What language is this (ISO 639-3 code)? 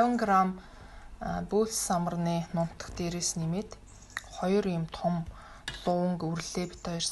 mon